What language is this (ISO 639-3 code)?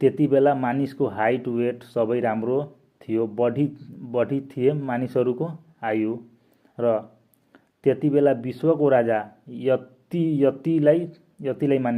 nep